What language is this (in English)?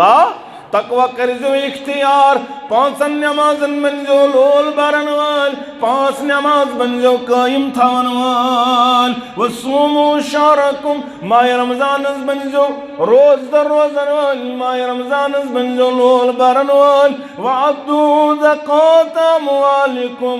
Kashmiri